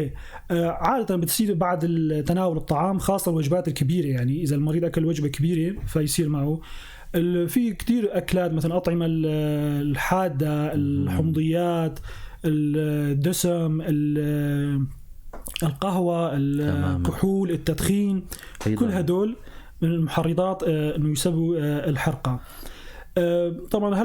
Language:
North Levantine Arabic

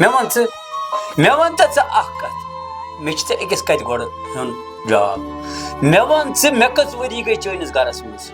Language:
Kashmiri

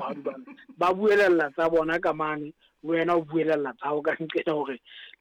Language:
Southern Sotho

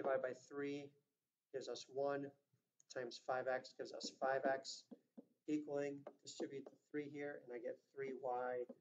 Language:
English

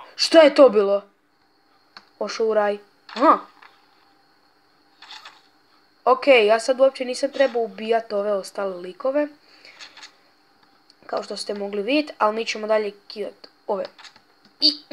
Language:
Croatian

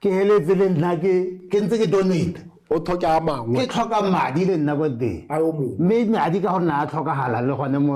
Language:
Tswana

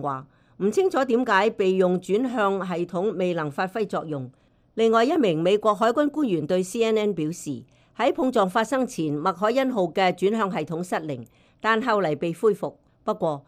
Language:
Cantonese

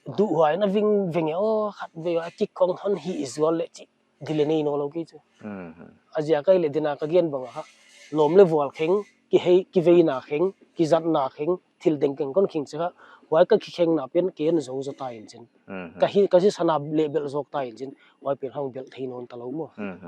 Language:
Paite Chin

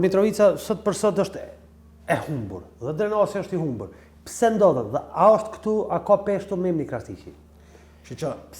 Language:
Albanian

